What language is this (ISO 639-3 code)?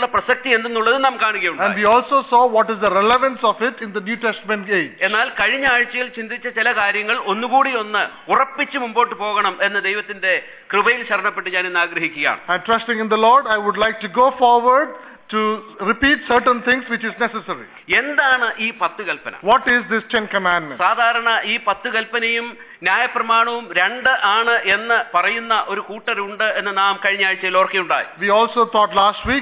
mal